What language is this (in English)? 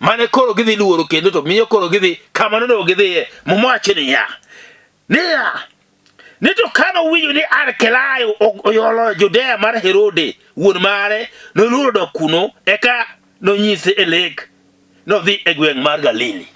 Luo (Kenya and Tanzania)